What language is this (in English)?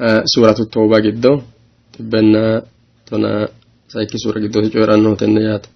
Sidamo